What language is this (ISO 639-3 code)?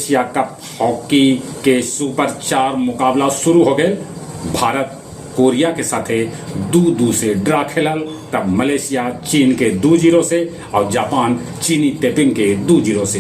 mag